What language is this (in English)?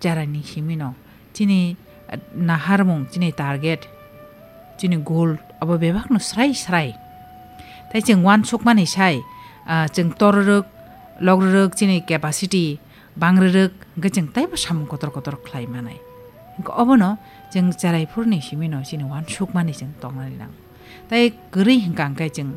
Kok Borok